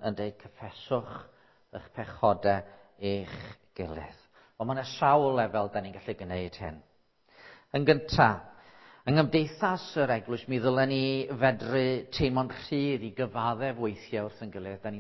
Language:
Welsh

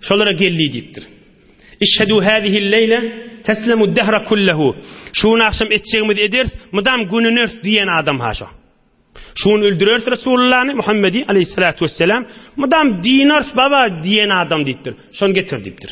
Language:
Turkmen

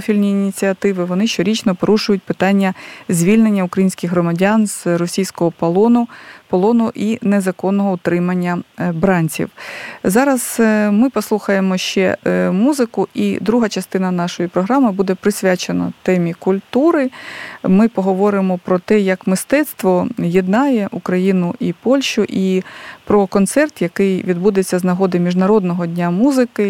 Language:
Ukrainian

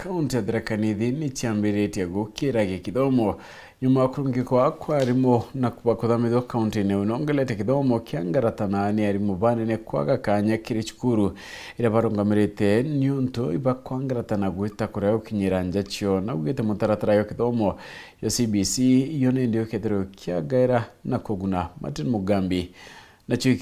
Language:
Meru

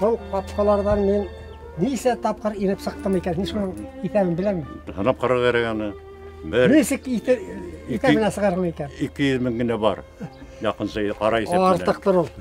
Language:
Bashkir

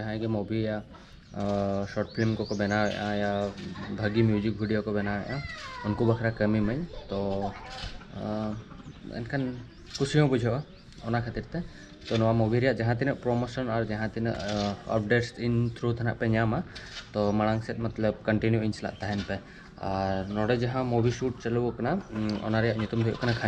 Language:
Santali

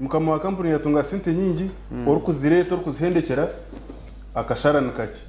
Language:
Nyankole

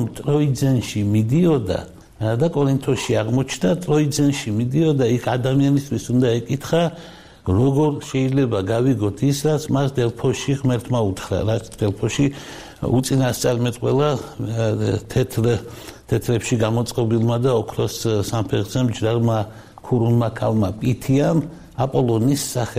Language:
Georgian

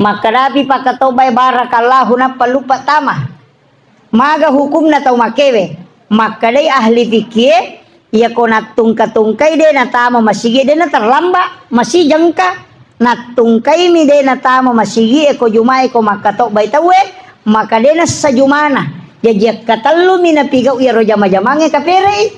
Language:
Buginese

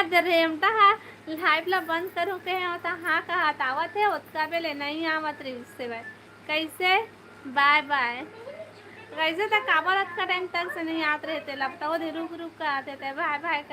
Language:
Chhattisgarhi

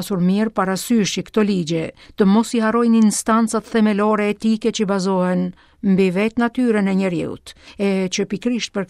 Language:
Albanian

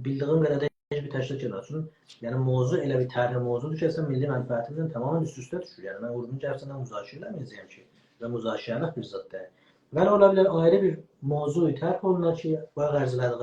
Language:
South Azerbaijani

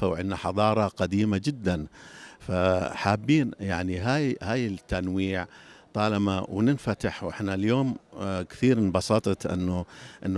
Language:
North Levantine Arabic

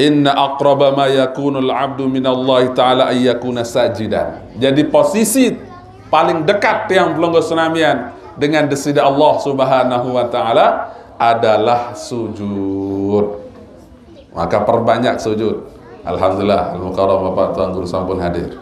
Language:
Sasak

